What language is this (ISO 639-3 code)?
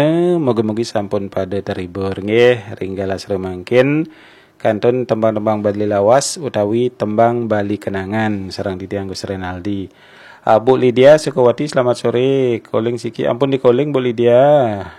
ban